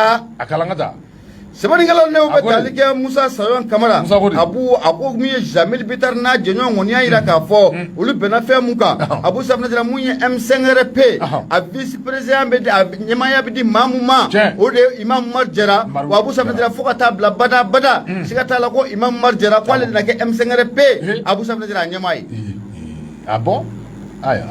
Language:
Bambara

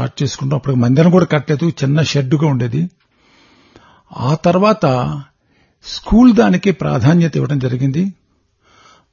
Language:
Telugu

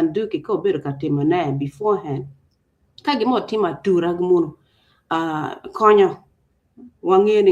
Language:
Acoli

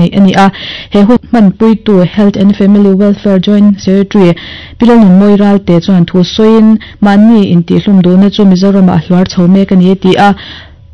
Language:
Mizo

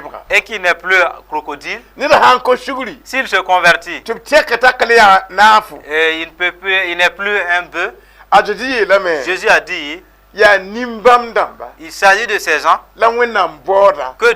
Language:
Mossi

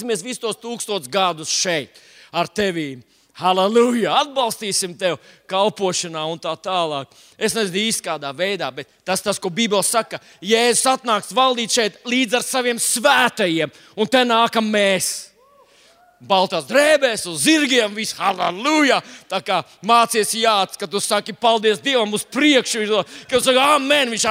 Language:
Latvian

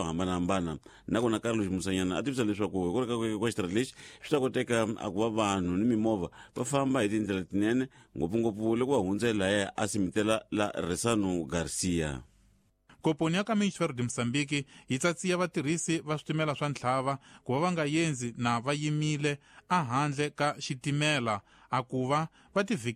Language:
Tsonga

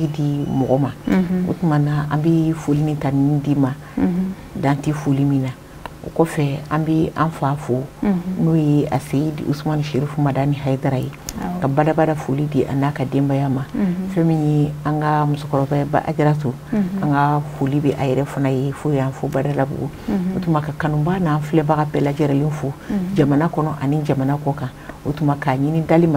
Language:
Bambara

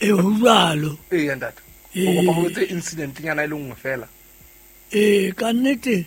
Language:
Southern Sotho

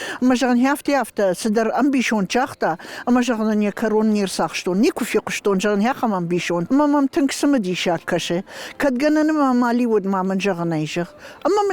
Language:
Ossetic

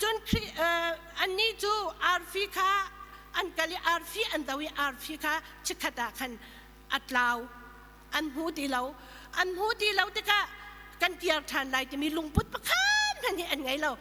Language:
Hakha Chin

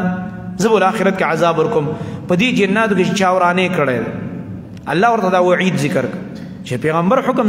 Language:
Pashto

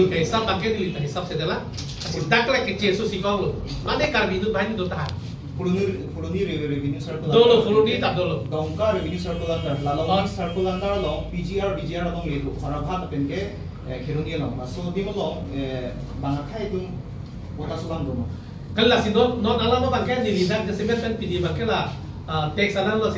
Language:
Karbi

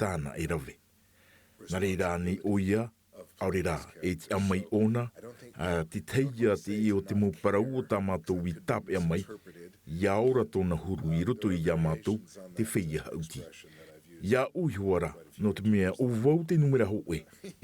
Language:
Tahitian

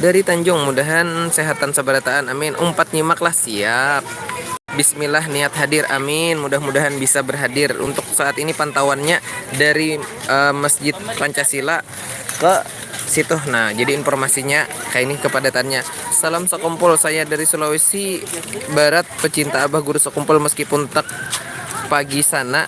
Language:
Banjar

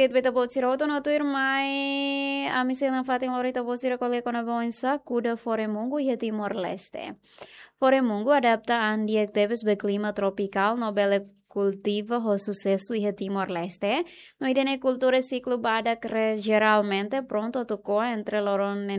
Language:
Tetum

